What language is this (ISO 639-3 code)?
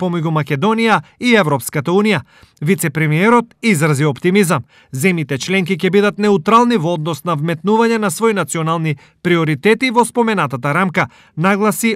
mkd